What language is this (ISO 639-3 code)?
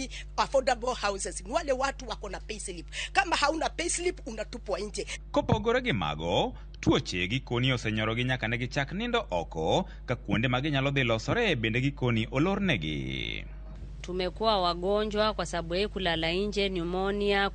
luo